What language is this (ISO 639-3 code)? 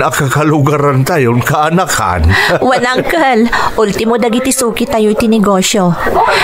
ilo